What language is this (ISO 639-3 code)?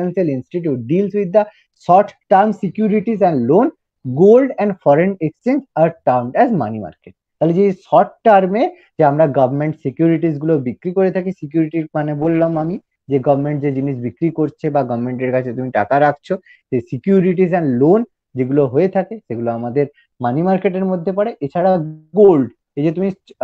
ben